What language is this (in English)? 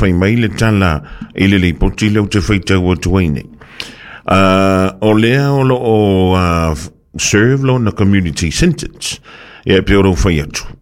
Samoan